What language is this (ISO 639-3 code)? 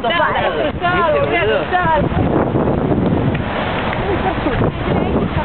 spa